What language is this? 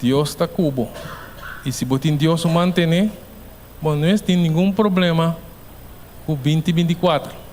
Papiamento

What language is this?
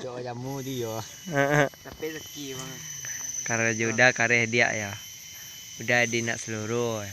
Minangkabau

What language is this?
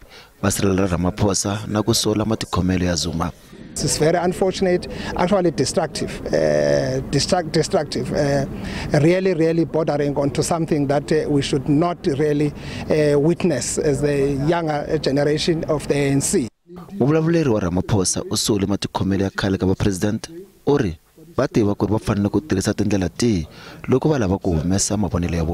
Tsonga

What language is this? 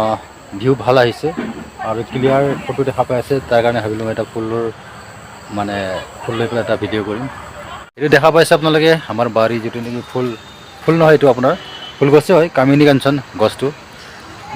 Assamese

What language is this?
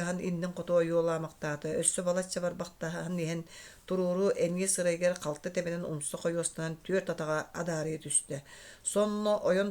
Yakut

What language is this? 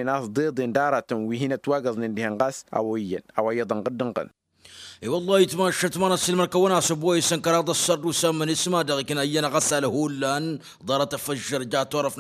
Tamasheq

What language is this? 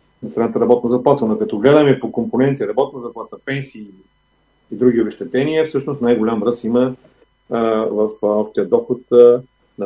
Bulgarian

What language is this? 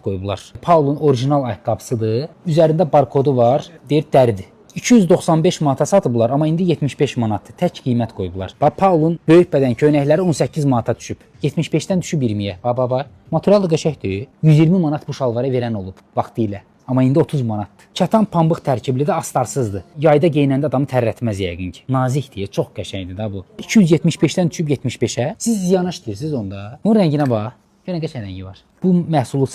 Azerbaijani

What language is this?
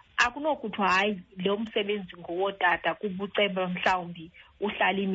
Xhosa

